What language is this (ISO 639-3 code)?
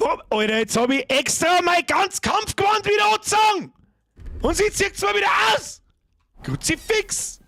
bar